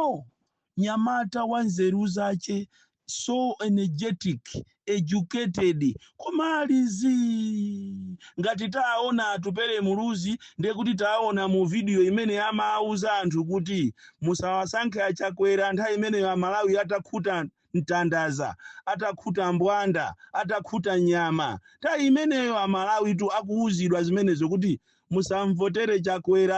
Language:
Nyanja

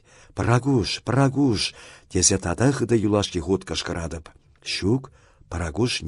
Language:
Chuvash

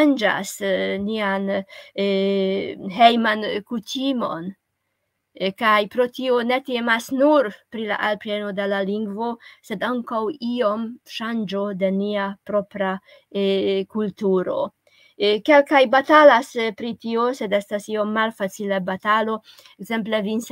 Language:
Esperanto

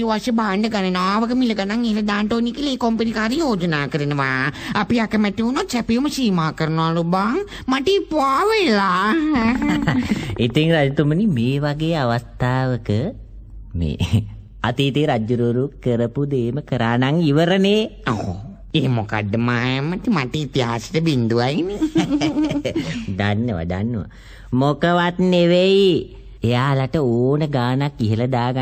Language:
Sinhala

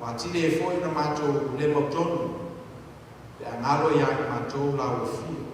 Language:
Samoan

